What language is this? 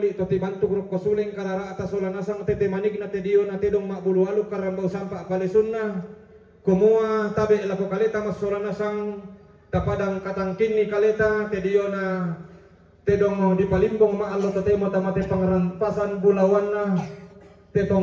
Toraja-Sa'dan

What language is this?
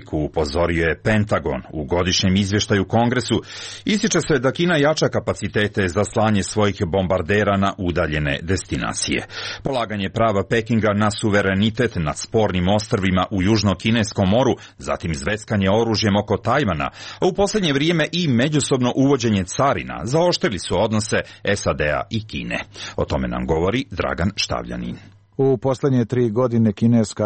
Serbian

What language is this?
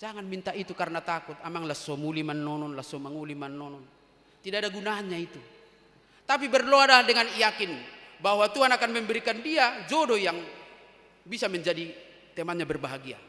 Batak Toba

